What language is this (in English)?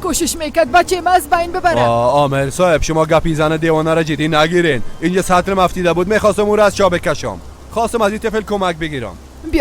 Persian